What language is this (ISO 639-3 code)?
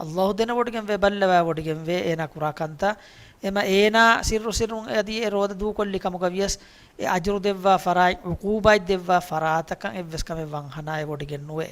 div